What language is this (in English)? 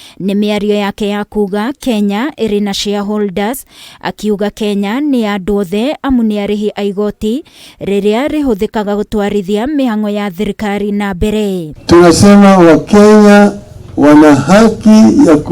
Kikuyu